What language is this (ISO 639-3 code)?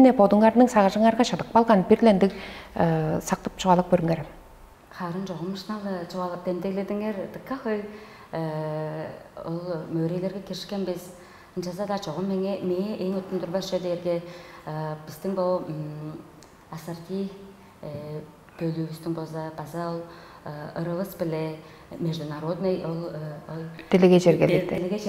tyv